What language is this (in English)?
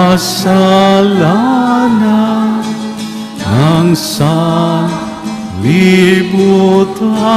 Pampanga